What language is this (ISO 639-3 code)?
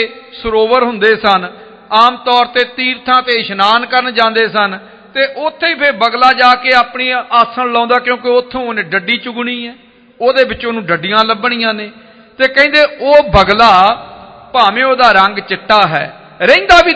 pan